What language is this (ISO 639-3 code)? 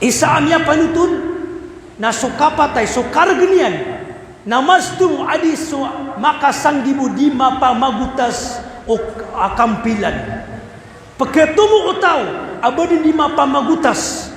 mrw